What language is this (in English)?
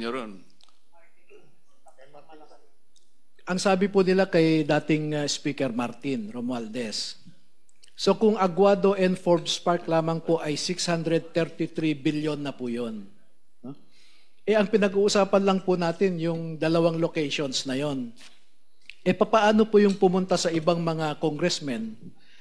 Filipino